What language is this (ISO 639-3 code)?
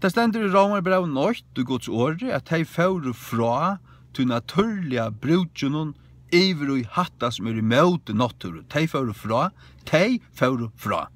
fao